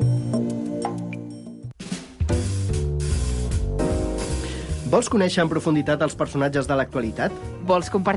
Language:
Catalan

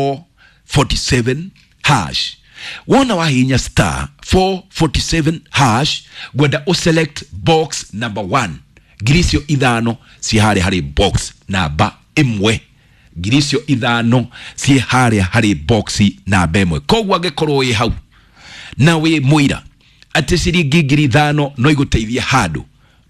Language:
Kikuyu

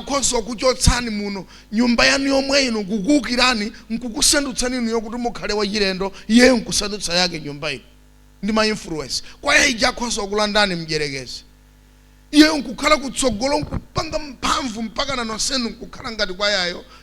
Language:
Nyanja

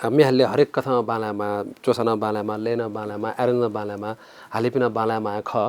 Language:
Newari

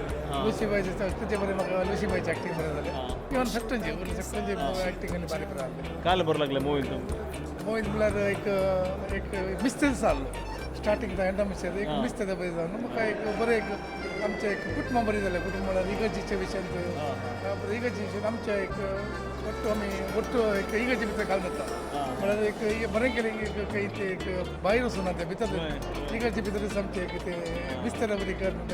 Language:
Konkani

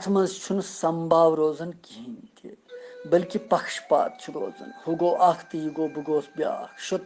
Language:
Kashmiri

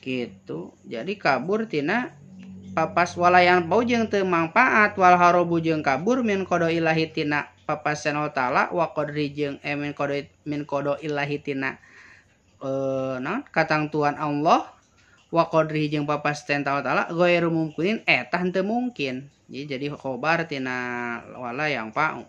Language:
Sundanese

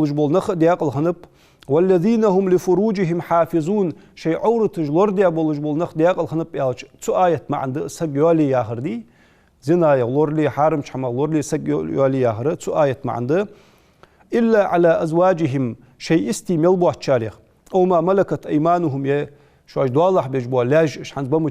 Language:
Ingush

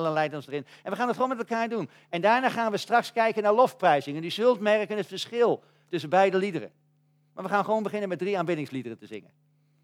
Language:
Dutch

